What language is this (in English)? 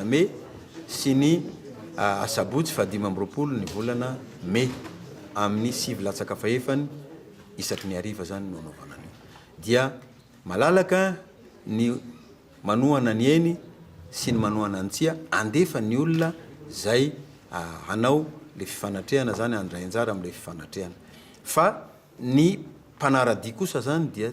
Malagasy